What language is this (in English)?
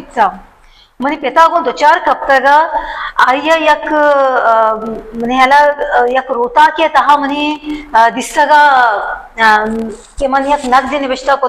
Baluchi